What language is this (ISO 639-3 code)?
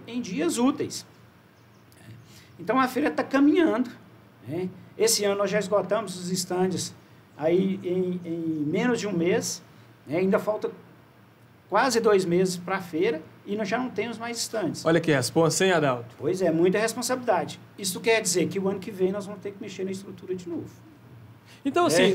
por